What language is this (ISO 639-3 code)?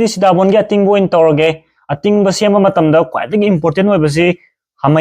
mni